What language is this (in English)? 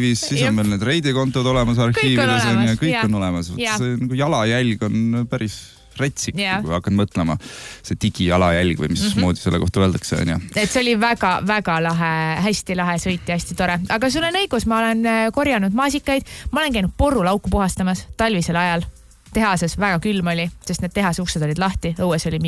Estonian